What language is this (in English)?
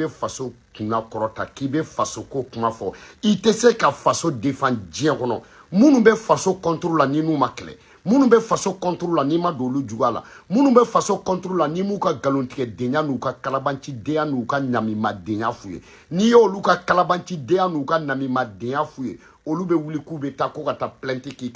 Bambara